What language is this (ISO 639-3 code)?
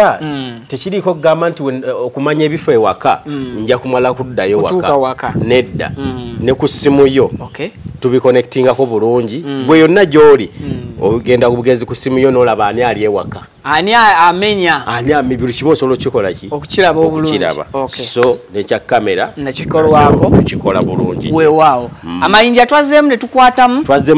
lug